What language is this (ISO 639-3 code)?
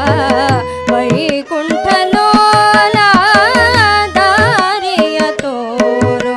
kan